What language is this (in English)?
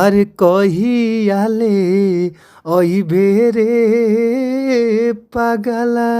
Bhojpuri